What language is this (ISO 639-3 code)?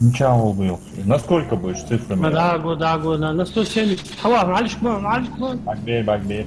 inh